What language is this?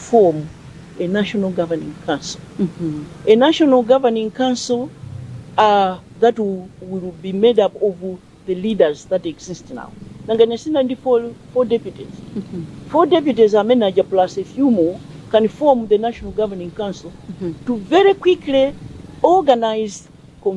Nyanja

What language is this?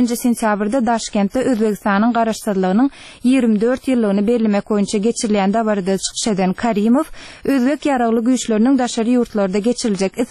Turkmen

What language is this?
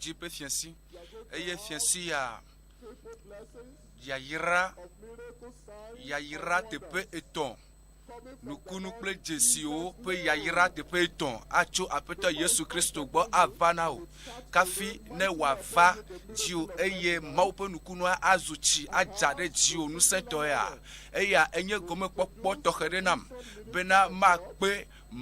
Ewe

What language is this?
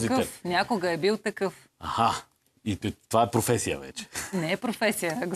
Bulgarian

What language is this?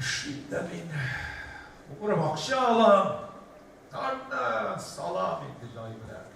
Tatar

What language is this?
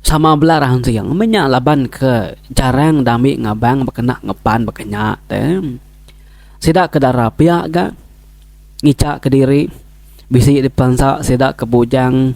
Iban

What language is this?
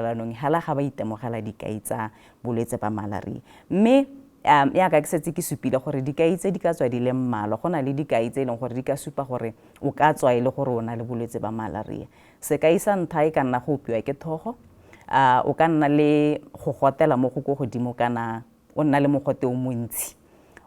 Tswana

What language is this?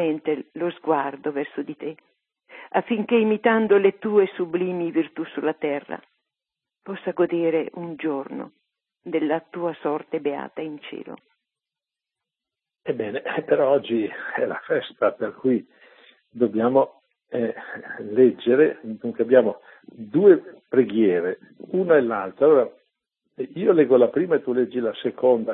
Italian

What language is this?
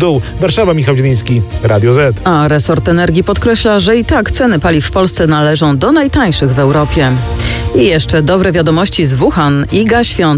Polish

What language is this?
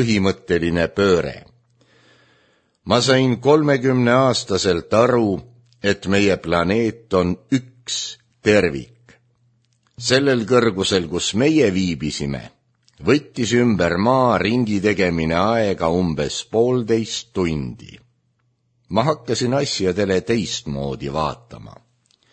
Estonian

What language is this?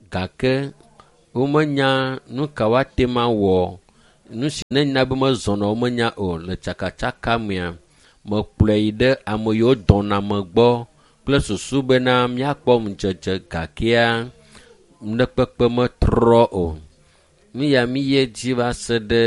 Ewe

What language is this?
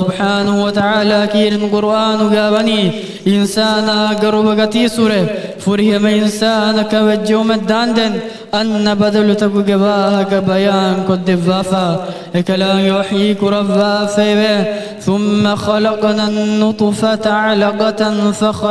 Divehi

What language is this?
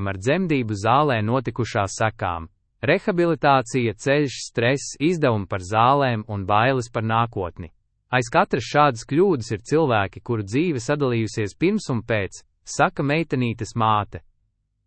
Latvian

